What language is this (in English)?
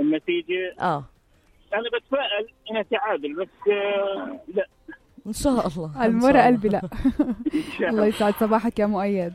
North Levantine Arabic